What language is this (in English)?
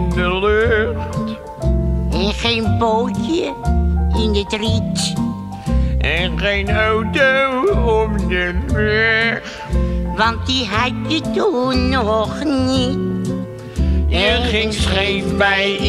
Dutch